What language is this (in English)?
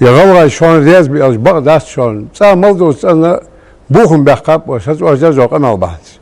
Ingush